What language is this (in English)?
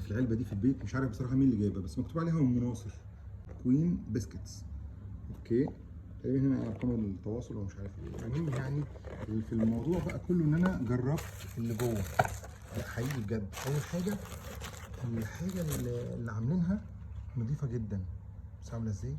Egyptian Arabic